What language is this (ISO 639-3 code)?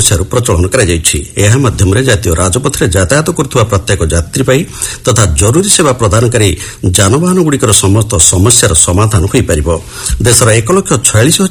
ori